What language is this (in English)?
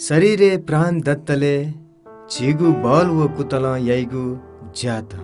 Newari